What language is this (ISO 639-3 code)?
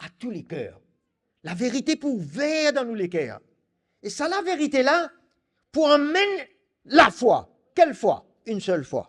mfe